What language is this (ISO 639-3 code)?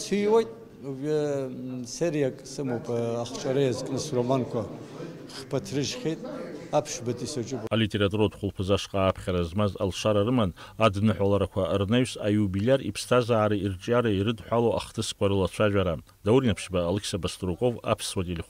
abk